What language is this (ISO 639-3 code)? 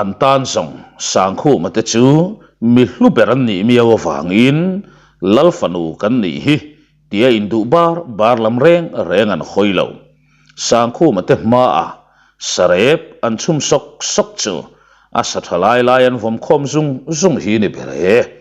lus